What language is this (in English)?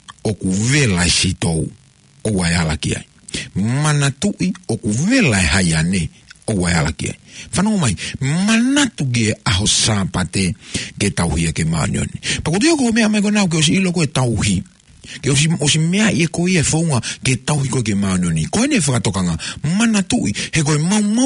Tongan